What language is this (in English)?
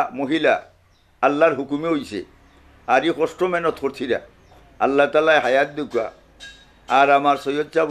Sylheti